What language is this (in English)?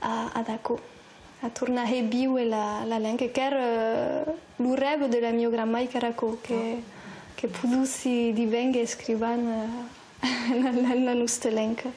Occitan